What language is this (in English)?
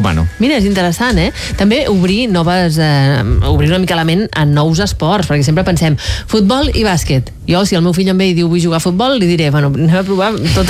Catalan